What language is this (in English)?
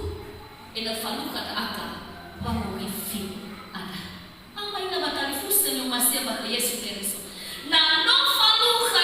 Nias